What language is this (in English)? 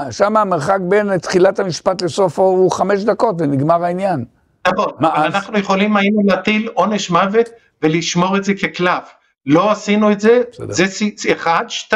Hebrew